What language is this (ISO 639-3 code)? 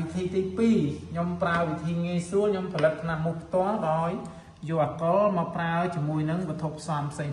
khm